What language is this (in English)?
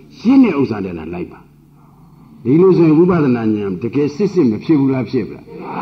Burmese